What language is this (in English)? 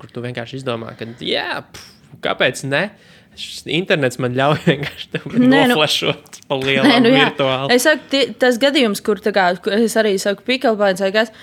Latvian